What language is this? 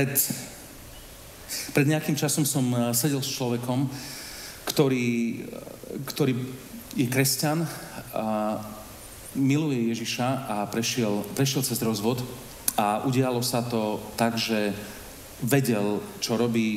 Slovak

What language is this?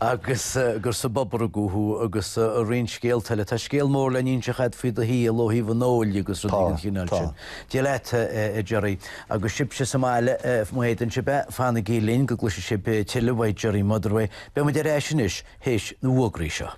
Irish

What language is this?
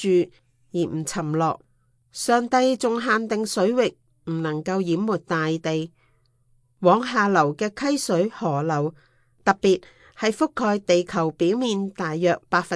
Cantonese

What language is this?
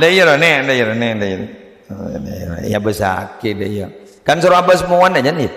Madurese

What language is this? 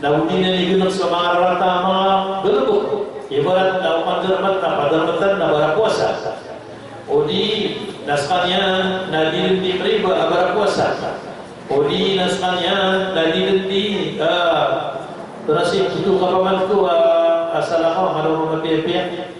Maranao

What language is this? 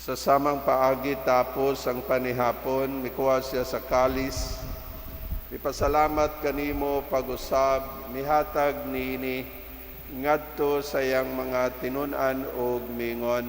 Cebuano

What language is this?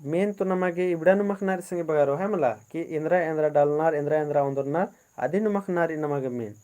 Kurukh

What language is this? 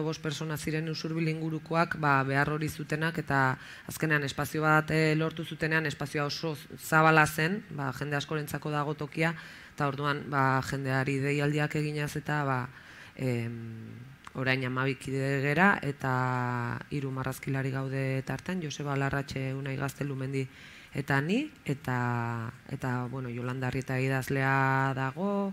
Basque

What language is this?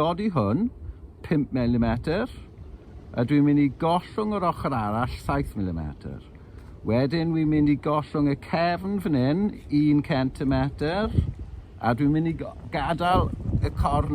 Welsh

